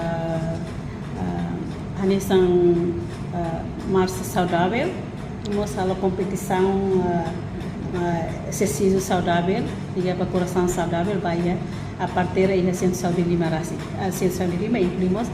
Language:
Tetum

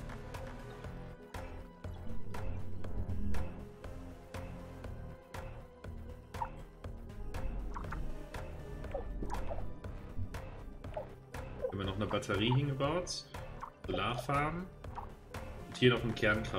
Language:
German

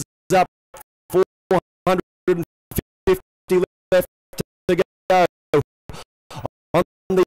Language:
English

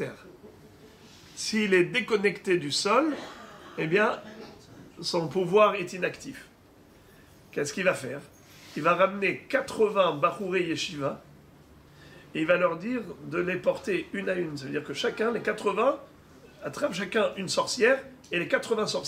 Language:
French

